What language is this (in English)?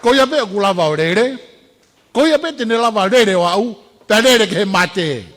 Tongan